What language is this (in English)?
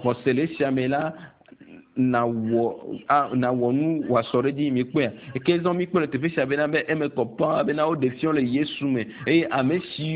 Ewe